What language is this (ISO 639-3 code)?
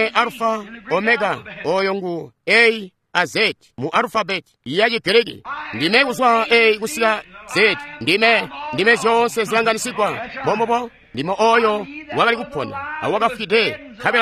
toi